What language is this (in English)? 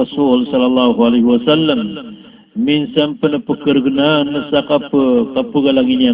Maranao